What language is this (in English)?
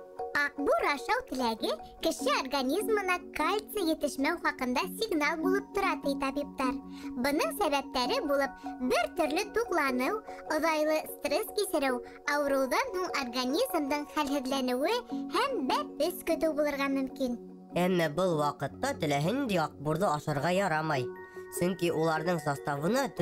Bashkir